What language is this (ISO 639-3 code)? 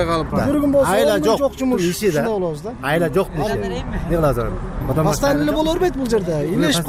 kir